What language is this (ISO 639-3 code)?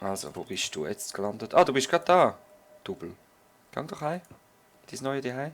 gsw